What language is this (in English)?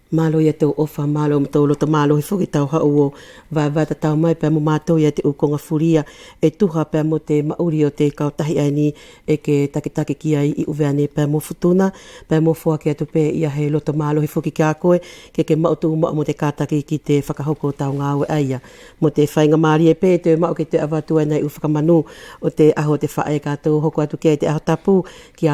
Wallisian